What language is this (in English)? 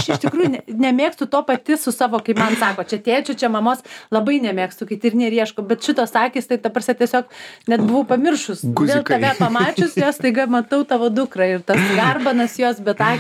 Lithuanian